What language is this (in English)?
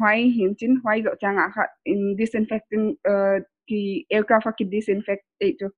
Paite Chin